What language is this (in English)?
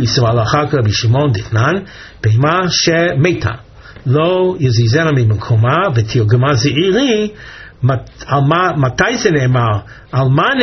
Hebrew